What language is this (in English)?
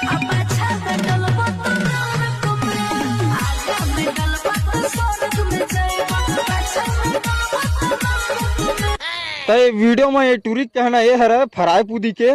Chhattisgarhi